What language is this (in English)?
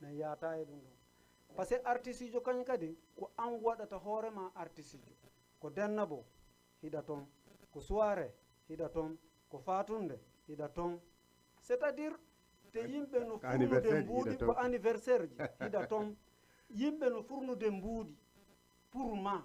Fula